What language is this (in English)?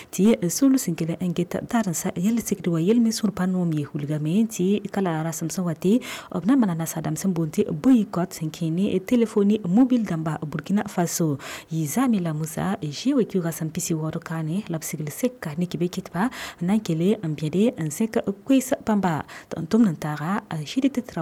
Mossi